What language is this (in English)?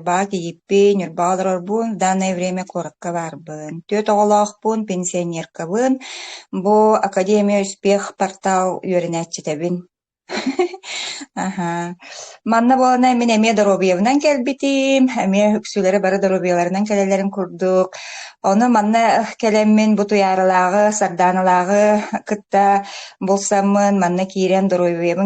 Yakut